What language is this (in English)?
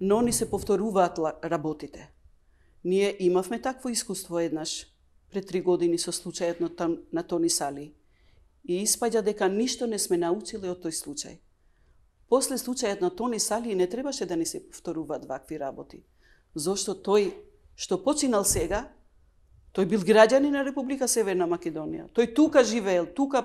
Macedonian